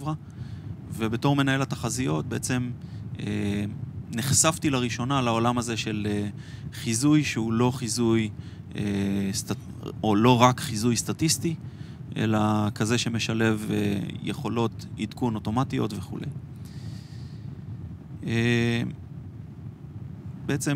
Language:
Hebrew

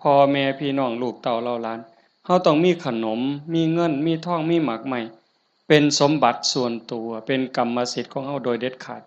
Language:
Northeastern Thai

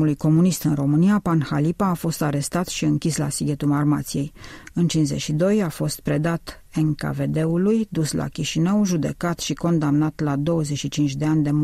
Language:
Romanian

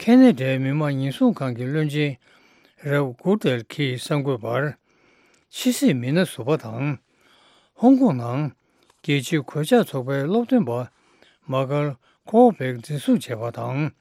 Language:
Tibetan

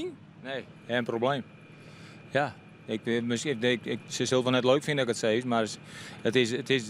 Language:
Western Frisian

